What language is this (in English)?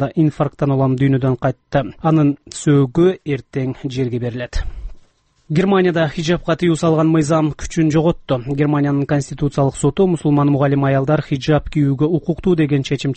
Kyrgyz